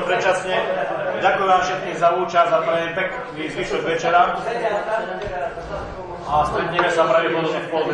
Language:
Slovak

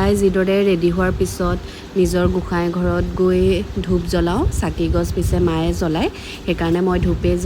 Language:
Assamese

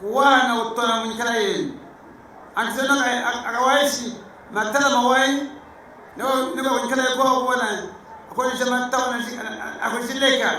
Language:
Lunda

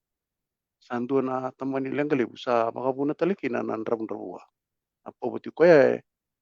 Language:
Fijian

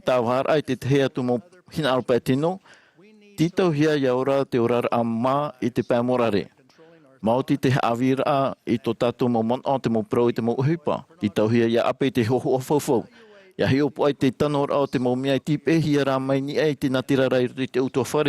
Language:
Tahitian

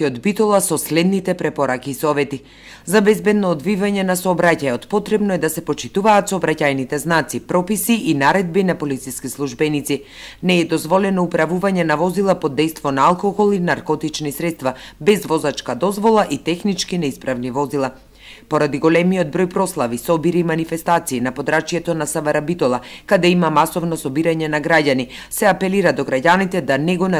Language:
Macedonian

